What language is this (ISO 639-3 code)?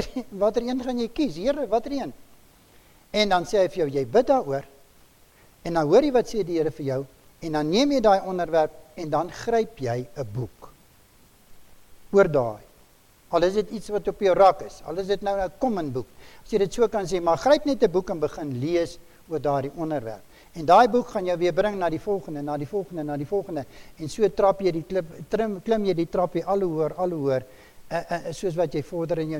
afr